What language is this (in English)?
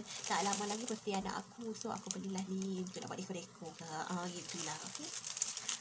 Malay